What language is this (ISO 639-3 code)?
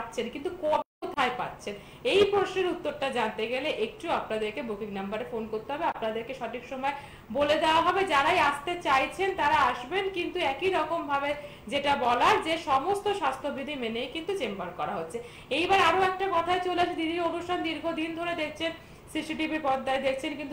ben